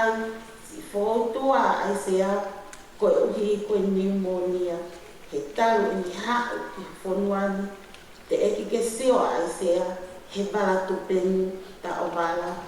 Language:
Tongan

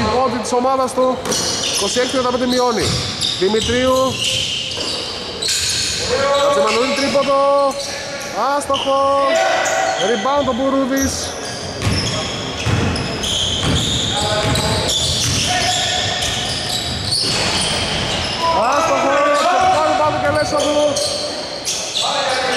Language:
Greek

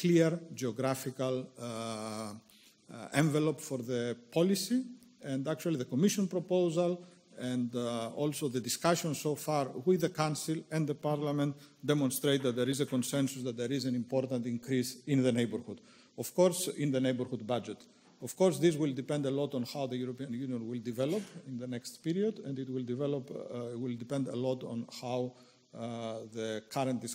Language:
English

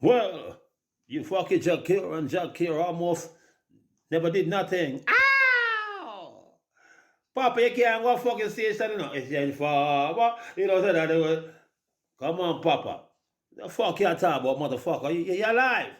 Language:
Jamaican Creole English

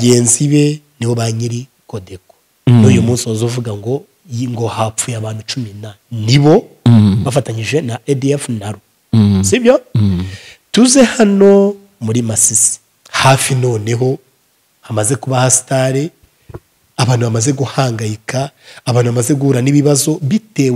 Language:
Kinyarwanda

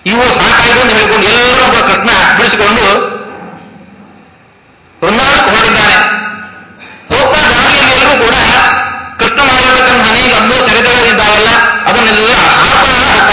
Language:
Kannada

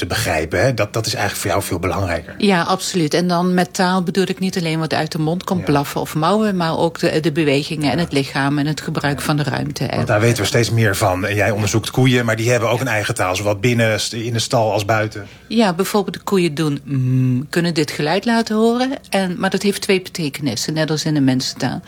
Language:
Dutch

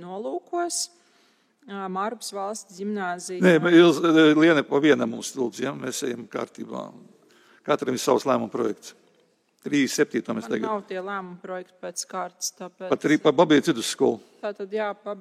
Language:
Latvian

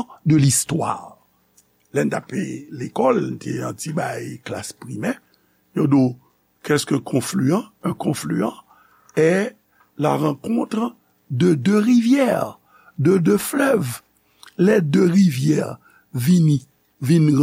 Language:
Haitian Creole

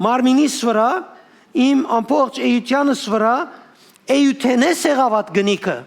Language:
Western Armenian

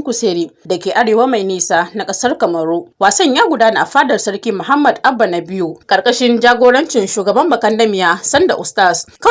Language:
Hausa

